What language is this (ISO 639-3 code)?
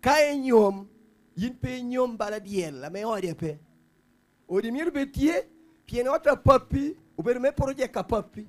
laj